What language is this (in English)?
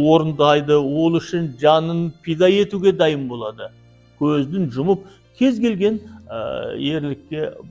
Kazakh